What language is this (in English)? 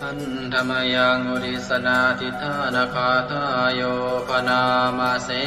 Pali